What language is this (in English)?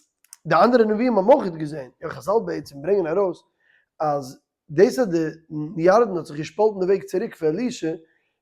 Yiddish